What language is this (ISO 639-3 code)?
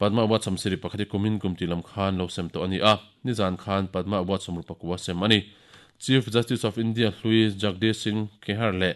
lus